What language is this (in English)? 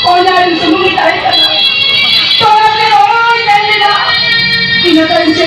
Santali